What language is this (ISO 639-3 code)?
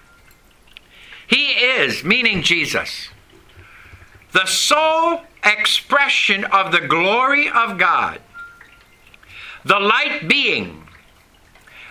eng